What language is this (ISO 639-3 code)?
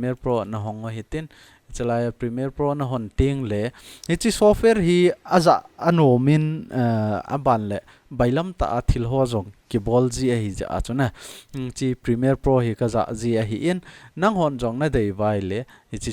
tcz